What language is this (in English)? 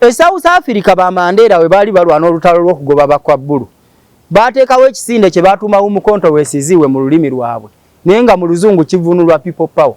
Ganda